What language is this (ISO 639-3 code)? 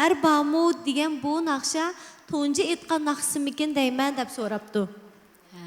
uig